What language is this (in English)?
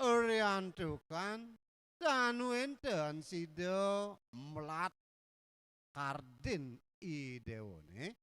Balinese